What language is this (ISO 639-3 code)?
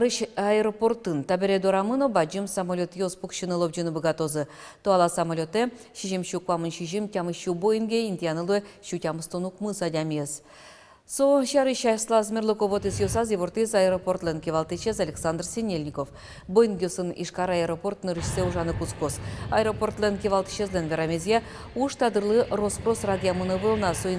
udm